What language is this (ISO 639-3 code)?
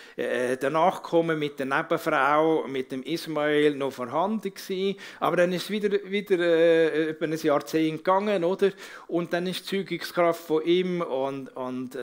gsw